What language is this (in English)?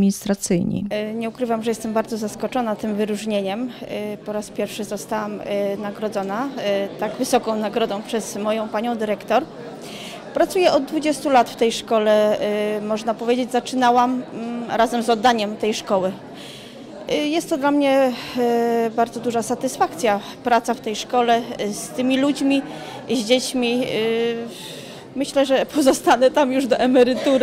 Polish